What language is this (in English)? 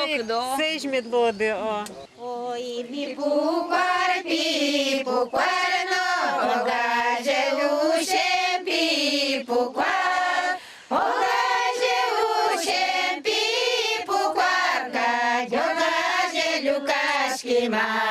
Udmurt